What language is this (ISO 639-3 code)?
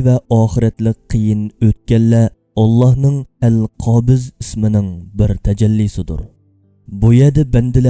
uig